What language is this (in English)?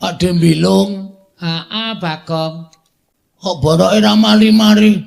Javanese